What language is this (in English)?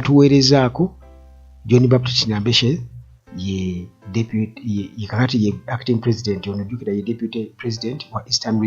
Ganda